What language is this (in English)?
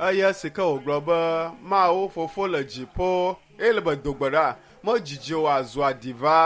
Ewe